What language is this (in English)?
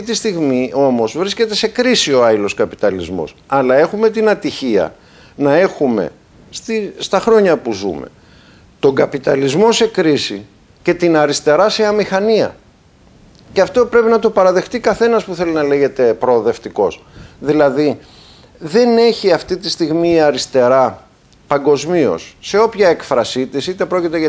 Greek